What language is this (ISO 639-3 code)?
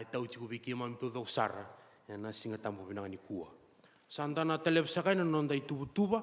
fij